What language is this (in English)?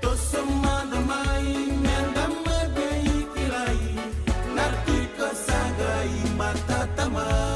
Fijian